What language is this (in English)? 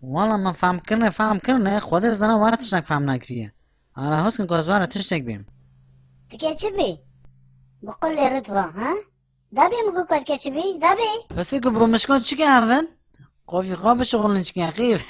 Kurdish